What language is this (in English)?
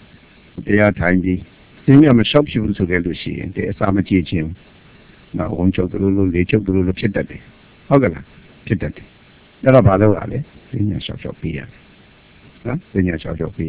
Burmese